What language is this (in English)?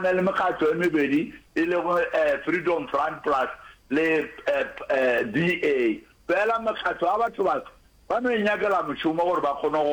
Northern Sotho